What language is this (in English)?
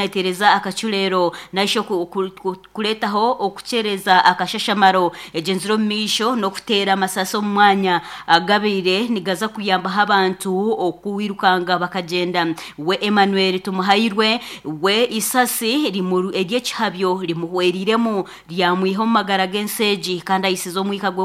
Nyankole